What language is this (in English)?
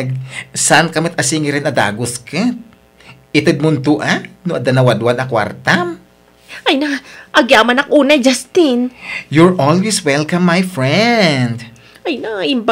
Iloko